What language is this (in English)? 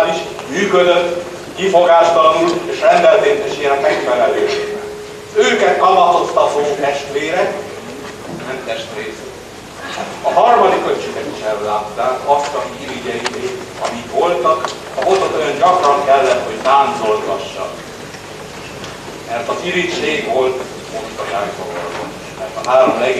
Hungarian